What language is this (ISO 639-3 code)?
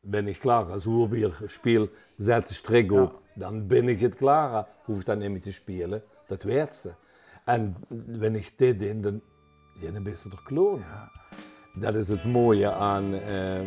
lim